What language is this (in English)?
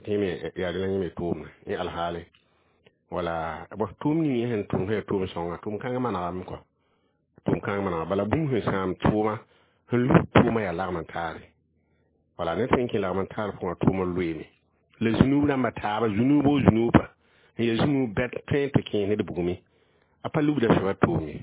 Mossi